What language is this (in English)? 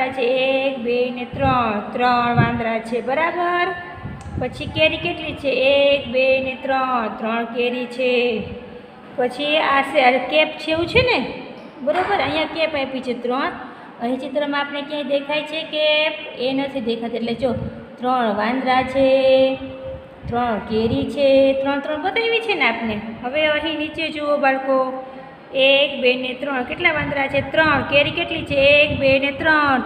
Gujarati